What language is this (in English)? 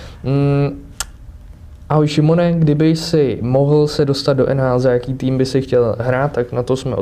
Czech